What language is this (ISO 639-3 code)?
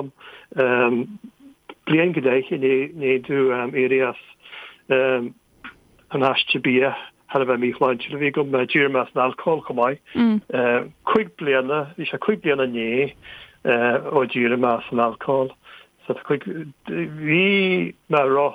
gle